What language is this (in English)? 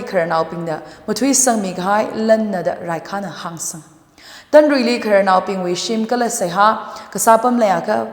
Tangkhul Naga (India)